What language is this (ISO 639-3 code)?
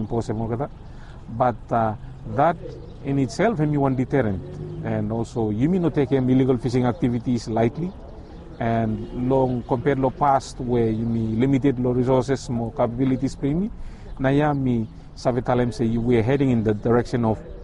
bis